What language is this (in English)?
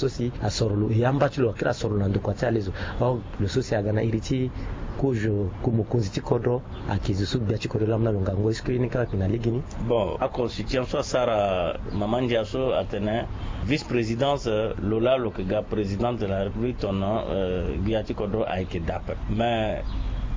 Sango